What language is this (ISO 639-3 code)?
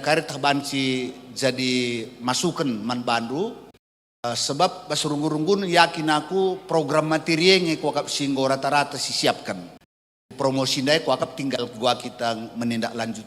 btx